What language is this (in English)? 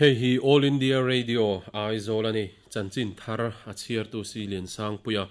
Mizo